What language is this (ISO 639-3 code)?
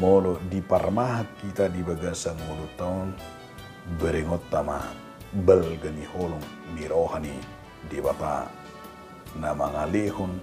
bbc